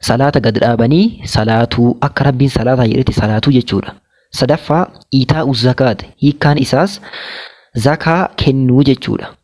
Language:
Oromo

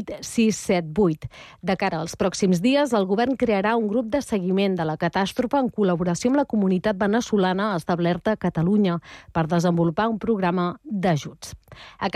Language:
Catalan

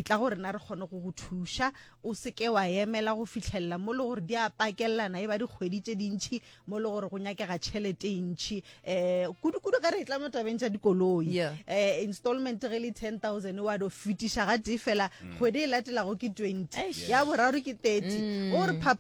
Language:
Northern Sotho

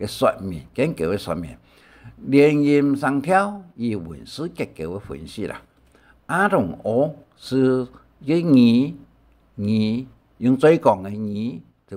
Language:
Hakka Chinese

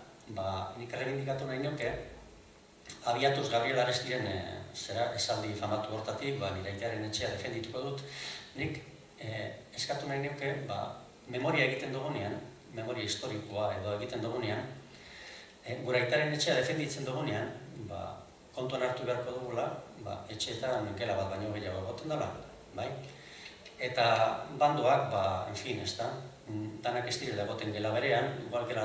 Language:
Basque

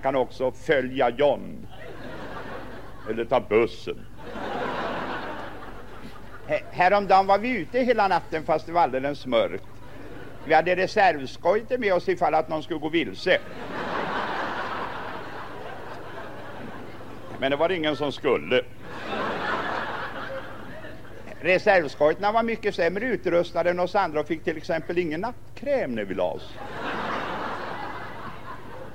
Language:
Swedish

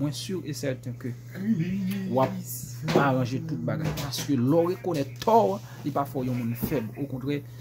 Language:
Haitian Creole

